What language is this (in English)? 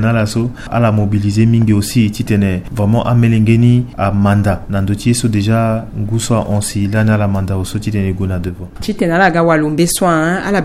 Sango